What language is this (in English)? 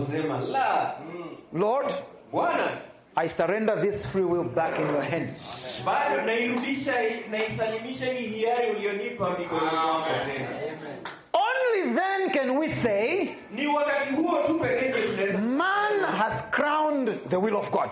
Swahili